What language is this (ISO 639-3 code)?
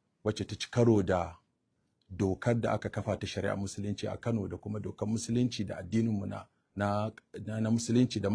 hau